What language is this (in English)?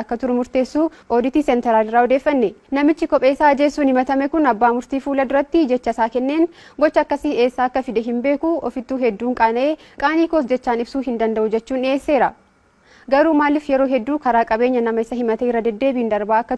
Oromo